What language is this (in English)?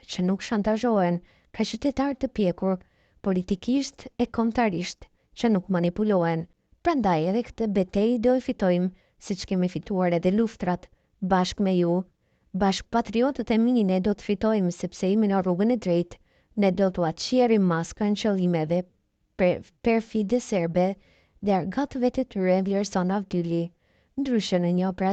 Albanian